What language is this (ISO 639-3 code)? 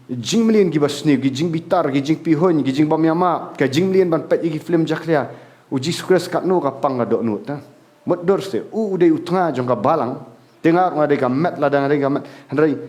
kha